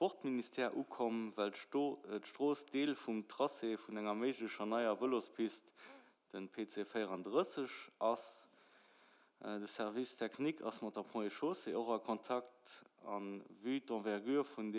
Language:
Luxembourgish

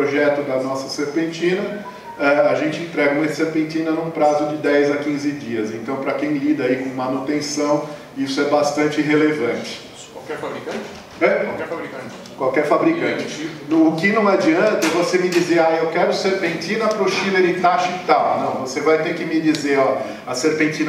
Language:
Portuguese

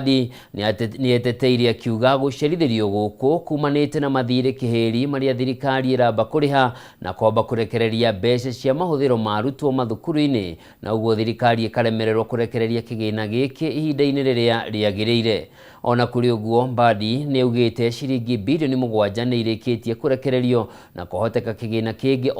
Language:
Kikuyu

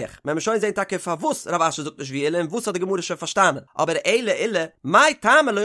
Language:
Yiddish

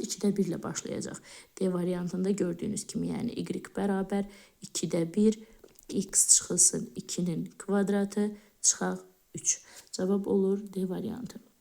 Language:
Azerbaijani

